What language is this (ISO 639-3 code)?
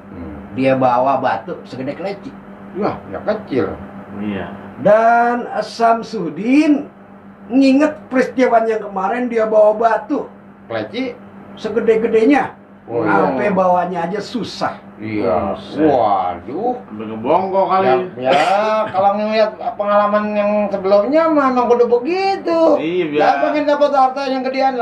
bew